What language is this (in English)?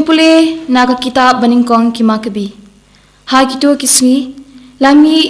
Khasi